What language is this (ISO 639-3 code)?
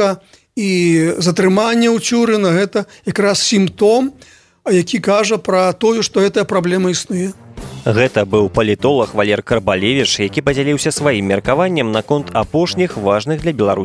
bel